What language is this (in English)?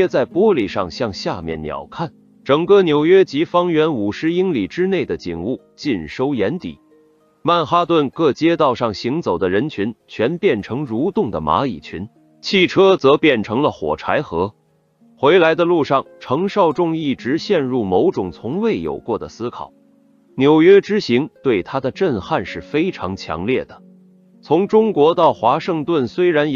Chinese